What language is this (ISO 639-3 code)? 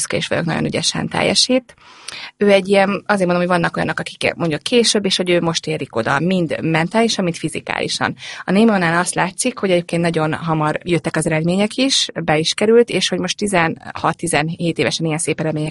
hun